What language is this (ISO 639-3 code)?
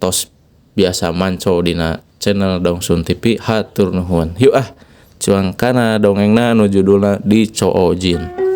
sun